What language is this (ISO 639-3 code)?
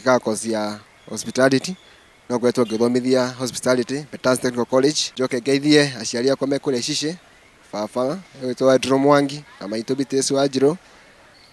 kik